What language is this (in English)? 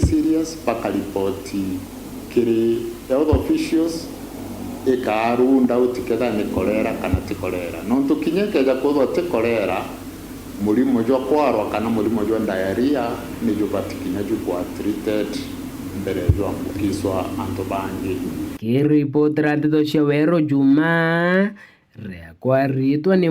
Meru